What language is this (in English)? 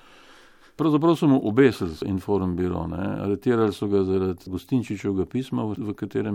Slovenian